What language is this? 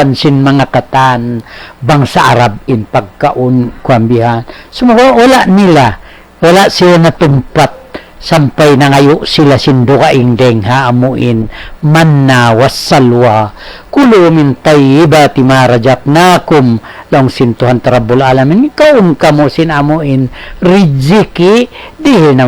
Tausug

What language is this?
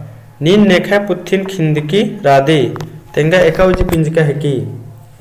Kurukh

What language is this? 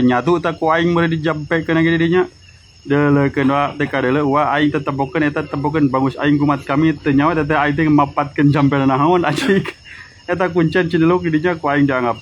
Sundanese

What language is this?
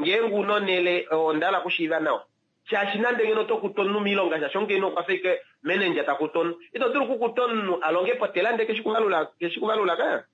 Kuanyama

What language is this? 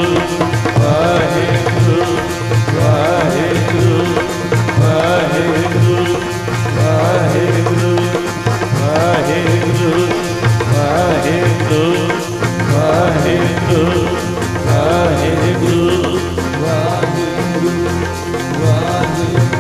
Punjabi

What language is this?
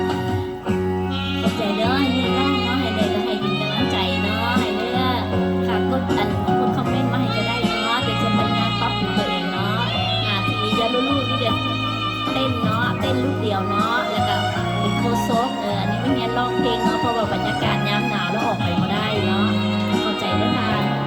Lao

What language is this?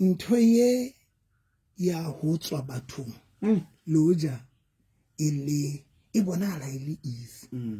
Southern Sotho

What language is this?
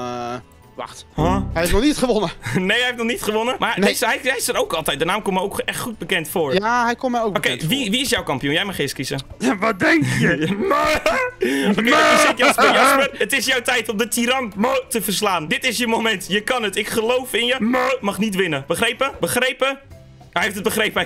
Dutch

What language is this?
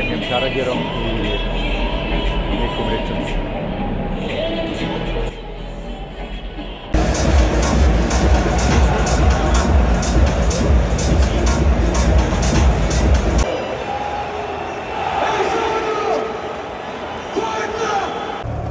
Serbian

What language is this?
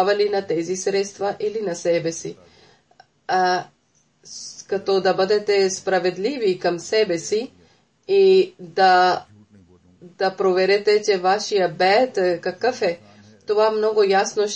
Bulgarian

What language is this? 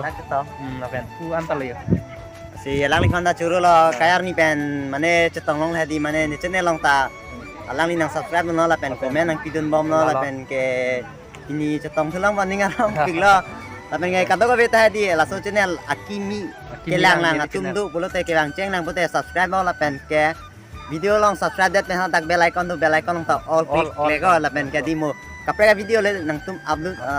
Karbi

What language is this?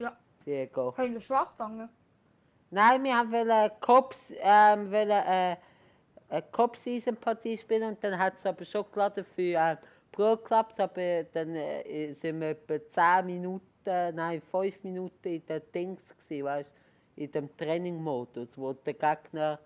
Swiss German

